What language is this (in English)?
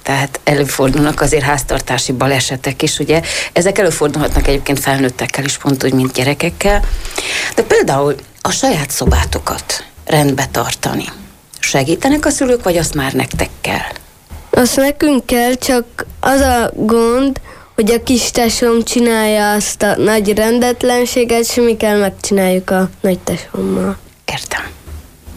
Hungarian